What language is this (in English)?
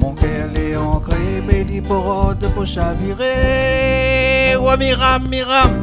Réunion Creole French